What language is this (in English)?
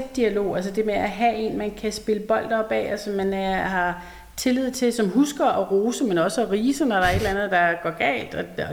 Danish